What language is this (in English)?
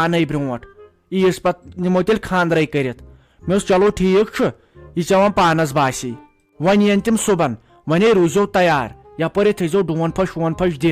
Kashmiri